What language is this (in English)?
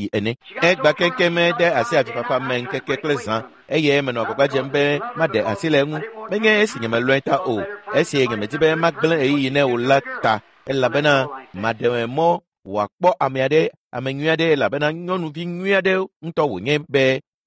Ewe